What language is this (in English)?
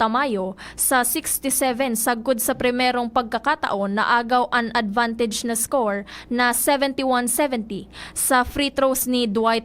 Bikol